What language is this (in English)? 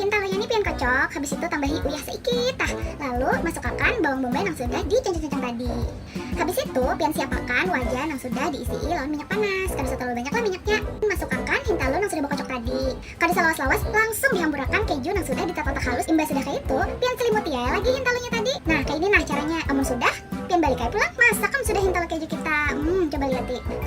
Banjar